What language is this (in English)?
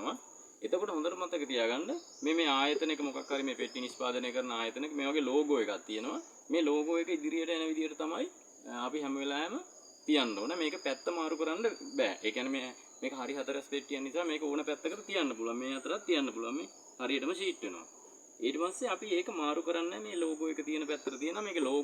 Sinhala